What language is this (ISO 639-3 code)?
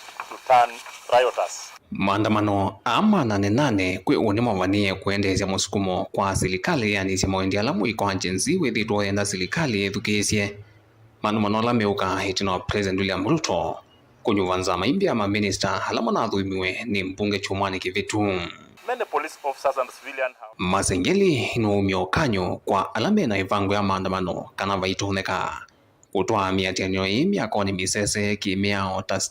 kam